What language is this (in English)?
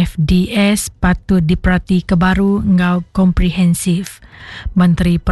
Iban